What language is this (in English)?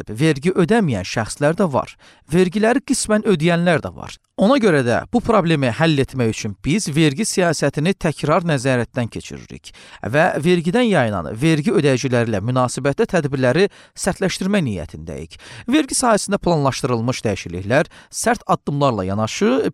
Azerbaijani